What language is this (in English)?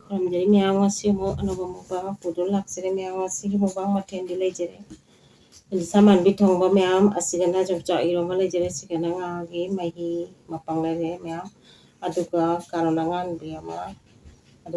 Manipuri